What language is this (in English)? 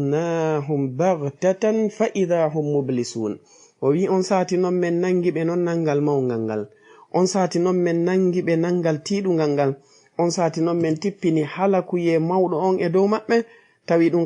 Fula